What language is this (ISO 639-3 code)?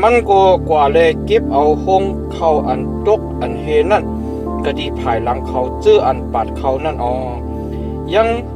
shn